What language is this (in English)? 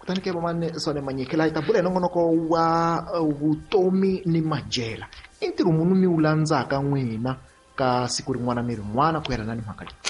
Tsonga